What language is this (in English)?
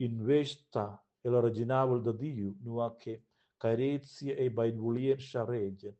Romansh